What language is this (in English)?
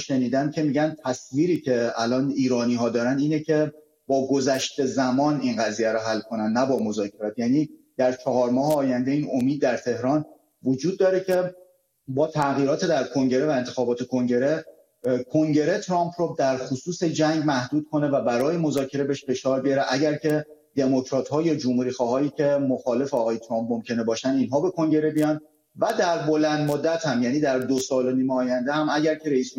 Persian